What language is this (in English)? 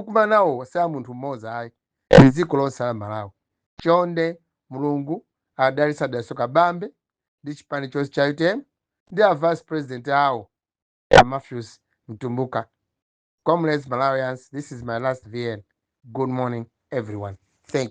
Nyanja